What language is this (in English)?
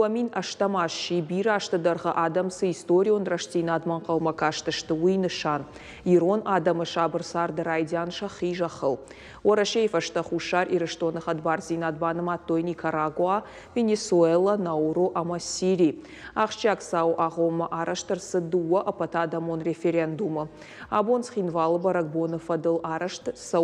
Ossetic